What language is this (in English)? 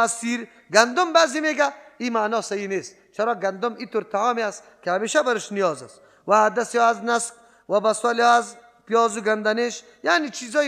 Persian